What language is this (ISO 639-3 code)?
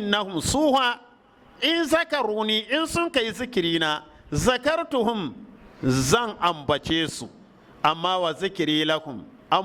hau